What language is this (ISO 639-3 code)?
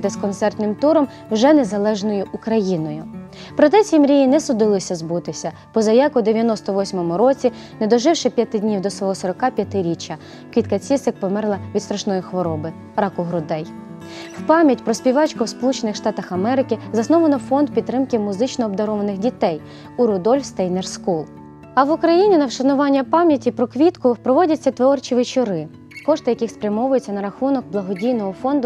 ukr